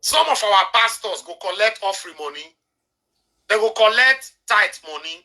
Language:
Nigerian Pidgin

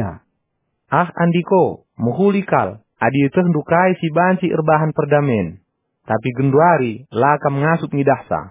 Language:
Batak Karo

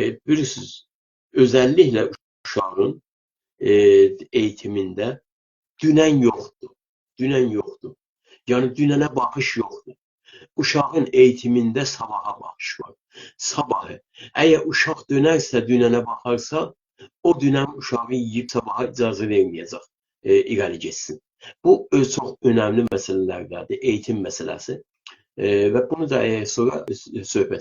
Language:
South Azerbaijani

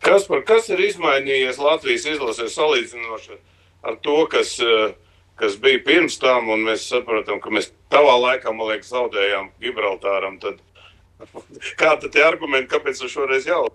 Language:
Latvian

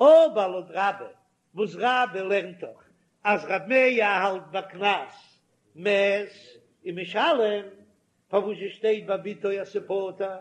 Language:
Yiddish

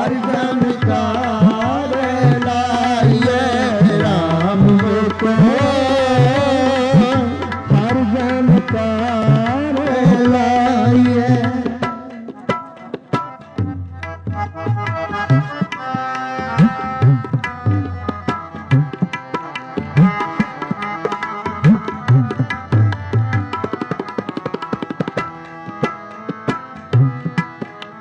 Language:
Punjabi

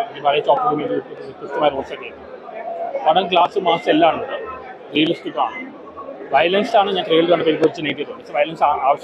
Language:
Malayalam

